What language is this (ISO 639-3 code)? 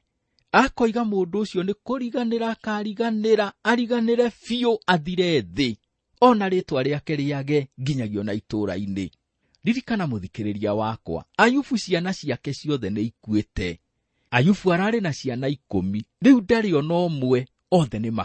kik